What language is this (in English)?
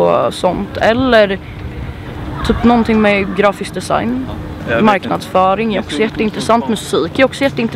Swedish